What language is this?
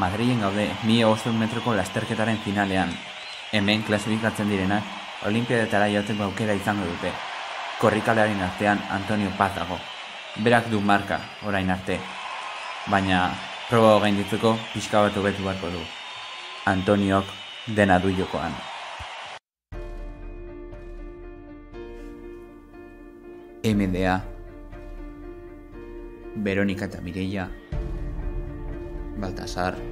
Basque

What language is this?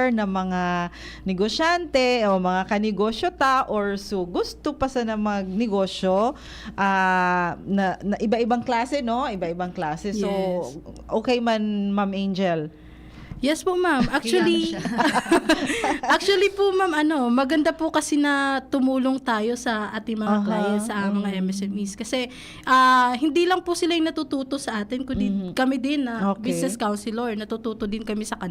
Bikol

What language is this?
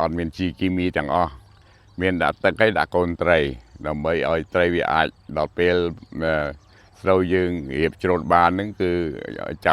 Khmer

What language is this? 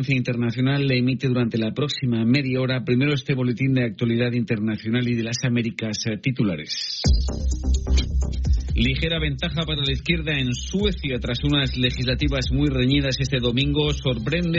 Spanish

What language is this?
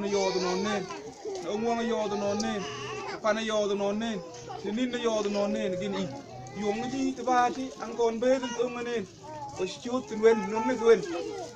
Mabaan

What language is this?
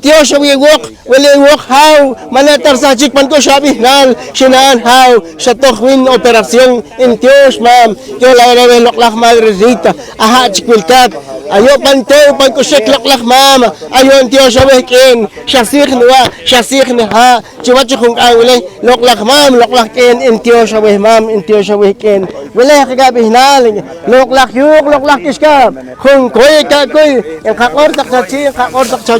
Poqomchi'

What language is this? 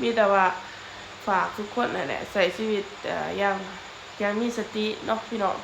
Lao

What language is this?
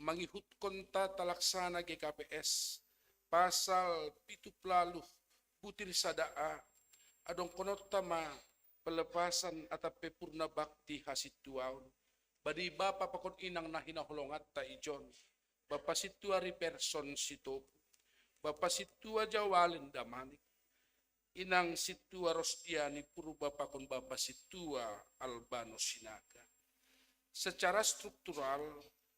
Batak Simalungun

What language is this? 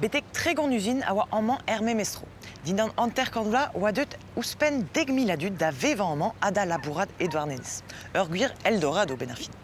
Breton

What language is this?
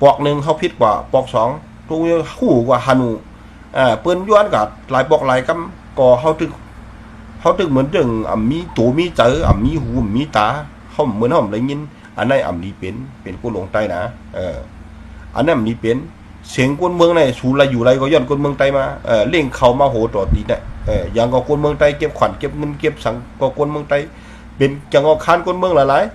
Shan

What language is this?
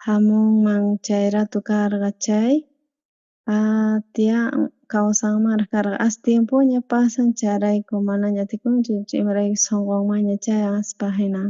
South Bolivian Quechua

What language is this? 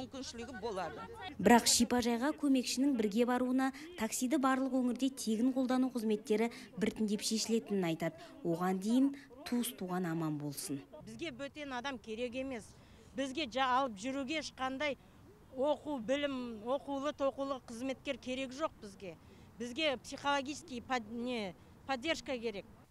Kazakh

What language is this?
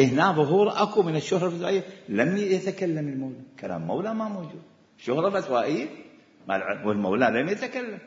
Mesopotamian Arabic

